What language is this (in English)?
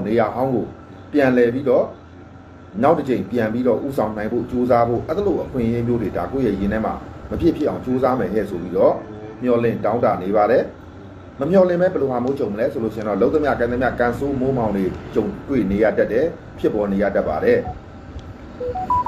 Burmese